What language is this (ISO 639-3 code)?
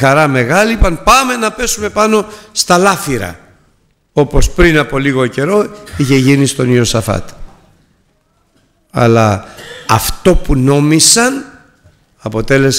ell